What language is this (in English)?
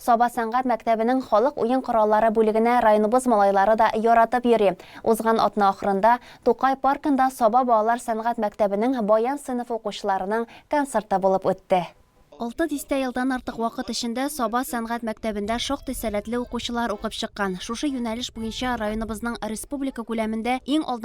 Tatar